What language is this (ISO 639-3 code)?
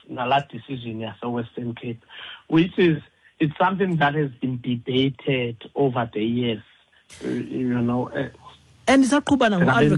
xho